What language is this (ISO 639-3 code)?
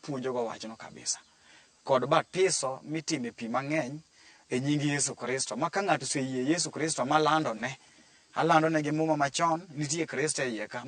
luo